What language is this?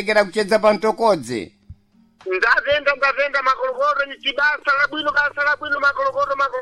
Sena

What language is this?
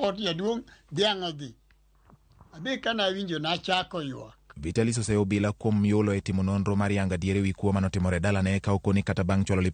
Luo (Kenya and Tanzania)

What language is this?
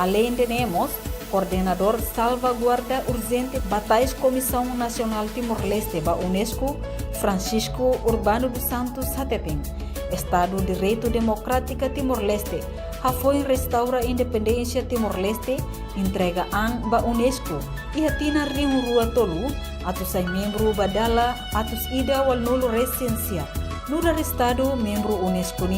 Tetum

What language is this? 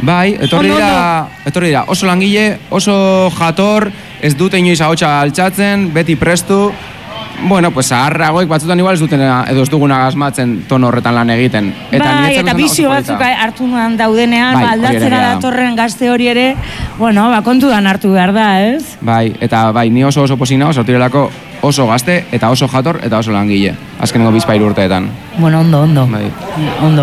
Basque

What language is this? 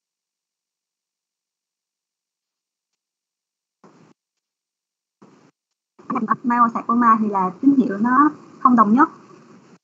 Vietnamese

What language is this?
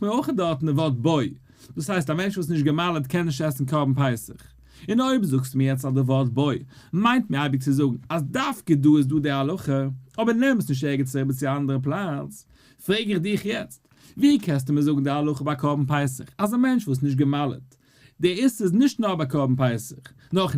Yiddish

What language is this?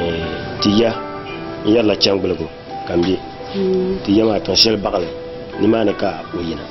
Dagbani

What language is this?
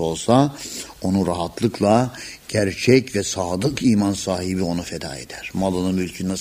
Turkish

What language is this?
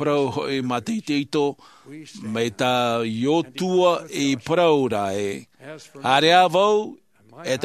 Tahitian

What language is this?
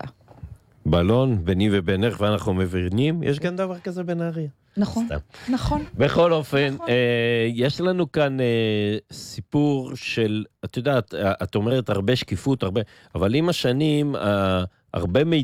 Hebrew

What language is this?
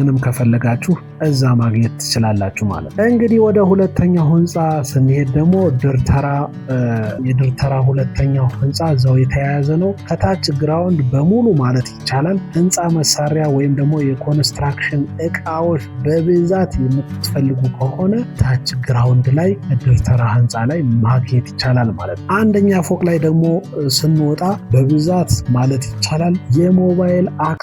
Amharic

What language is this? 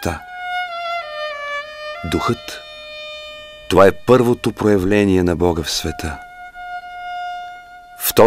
Bulgarian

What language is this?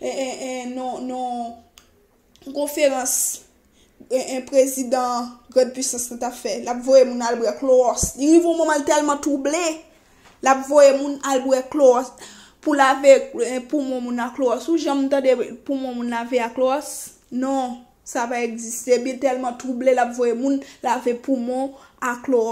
Haitian Creole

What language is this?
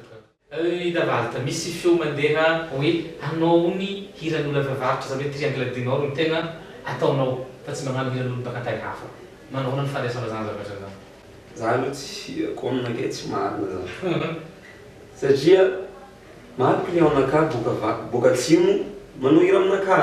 Malagasy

